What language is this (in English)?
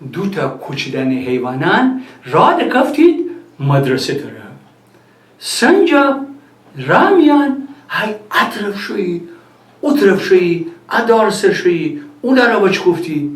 Gilaki